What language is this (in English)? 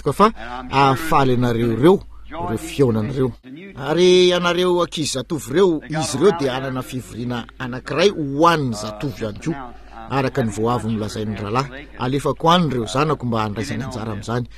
Malagasy